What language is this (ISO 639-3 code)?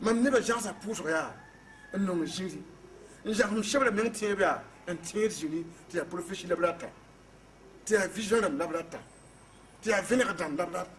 mos